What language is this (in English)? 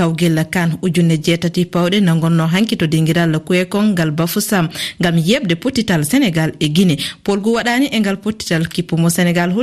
Fula